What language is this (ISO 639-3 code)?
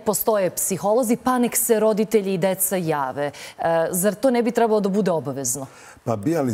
srp